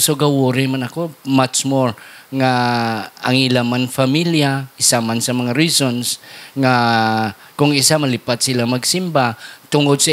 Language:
Hiligaynon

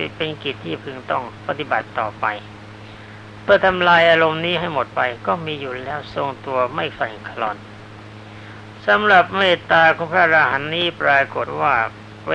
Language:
Thai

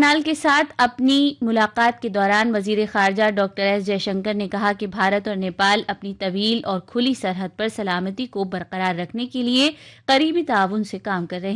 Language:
Urdu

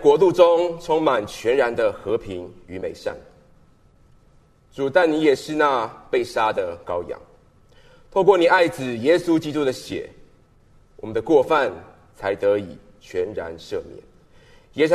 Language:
Chinese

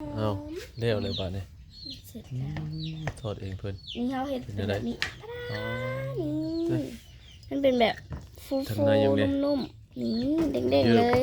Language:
Northeastern Thai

